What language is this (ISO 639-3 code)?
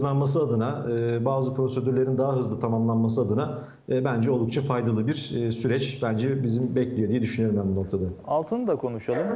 tur